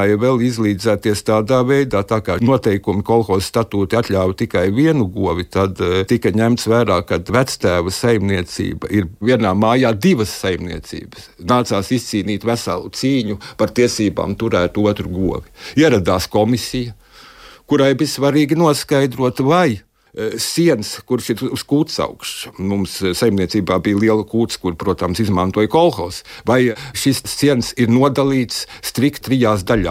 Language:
Latvian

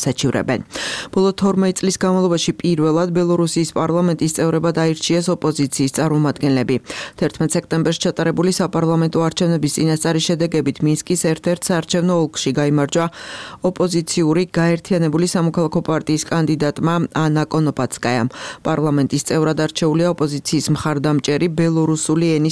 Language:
Georgian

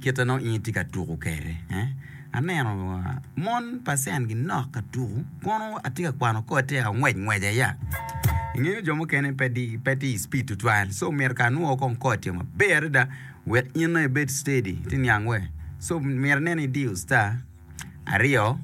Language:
Acoli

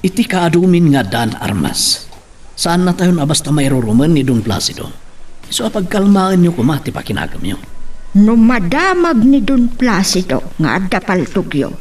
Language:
Iloko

